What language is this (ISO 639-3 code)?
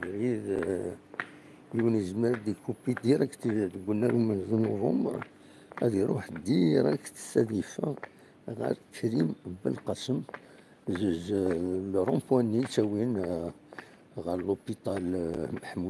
kab